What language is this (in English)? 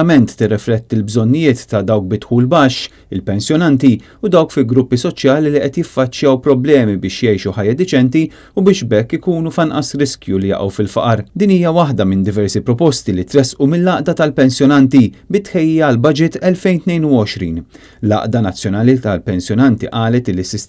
Maltese